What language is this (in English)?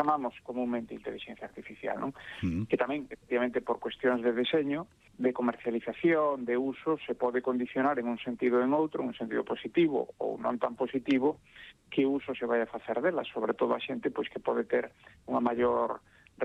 Galician